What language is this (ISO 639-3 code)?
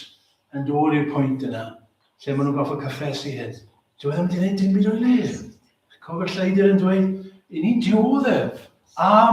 cym